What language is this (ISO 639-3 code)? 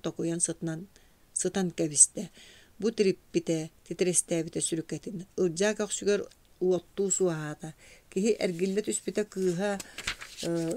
sah